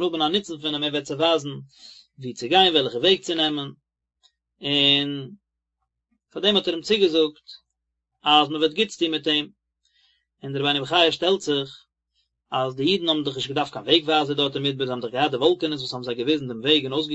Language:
Yiddish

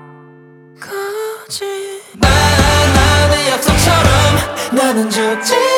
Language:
Korean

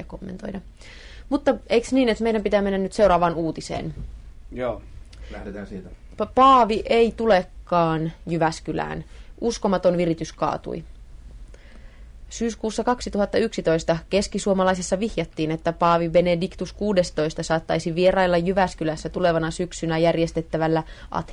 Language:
Finnish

